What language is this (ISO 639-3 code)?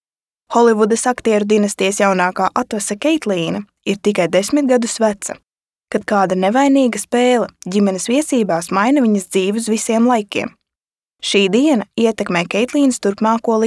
lav